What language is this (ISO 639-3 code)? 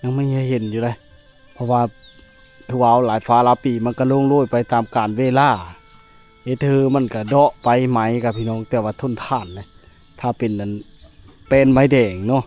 lao